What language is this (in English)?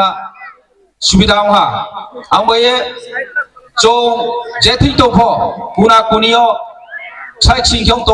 Riang (India)